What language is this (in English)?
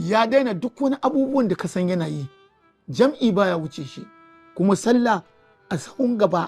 Hausa